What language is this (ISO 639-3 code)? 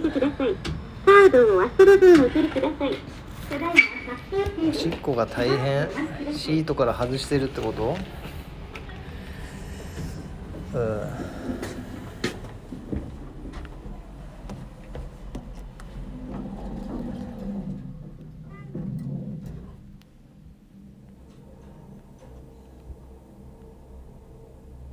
jpn